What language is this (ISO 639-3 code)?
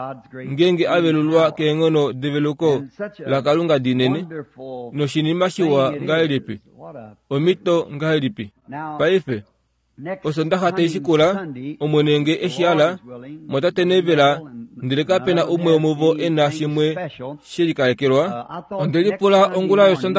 kua